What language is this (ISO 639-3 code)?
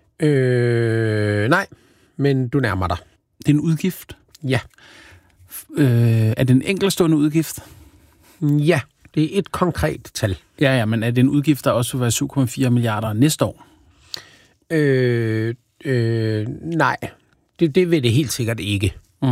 dan